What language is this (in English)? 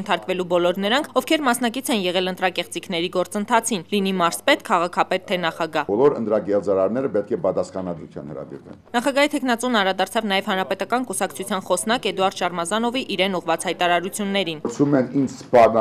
Armenian